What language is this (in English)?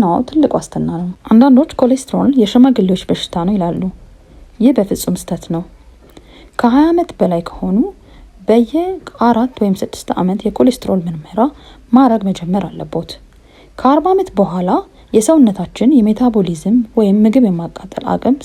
Amharic